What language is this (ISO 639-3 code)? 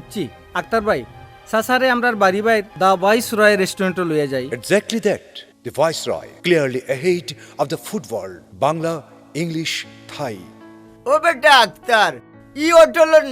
syl